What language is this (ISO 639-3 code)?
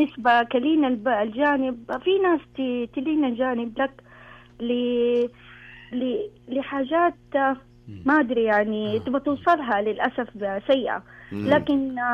ars